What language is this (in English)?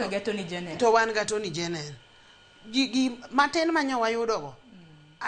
Luo (Kenya and Tanzania)